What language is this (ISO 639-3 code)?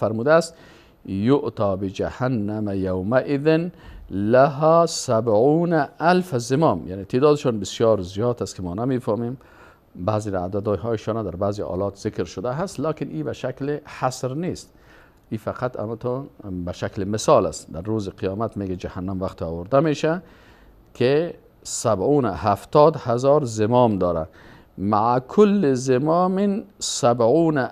fas